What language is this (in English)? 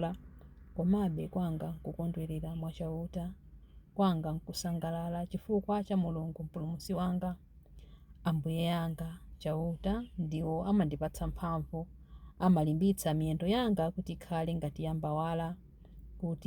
Nyanja